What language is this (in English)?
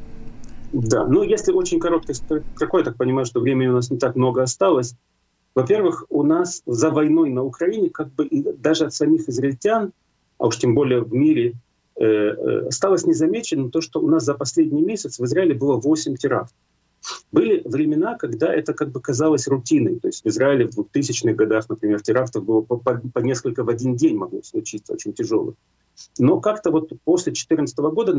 Russian